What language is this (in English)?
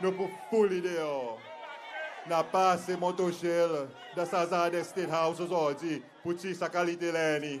Seselwa Creole French